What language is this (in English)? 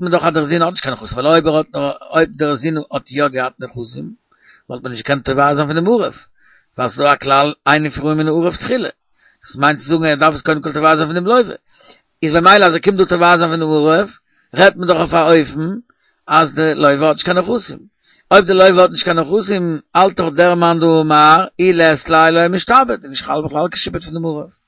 Yiddish